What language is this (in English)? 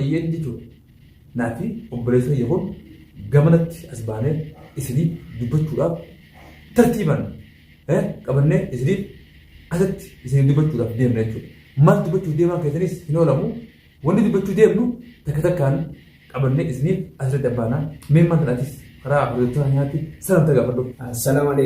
Oromo